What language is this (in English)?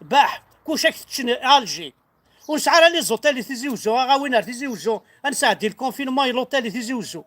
Kabyle